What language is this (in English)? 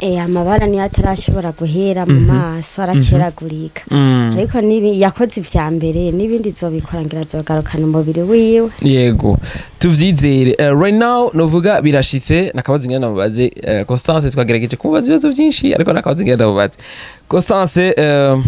Rundi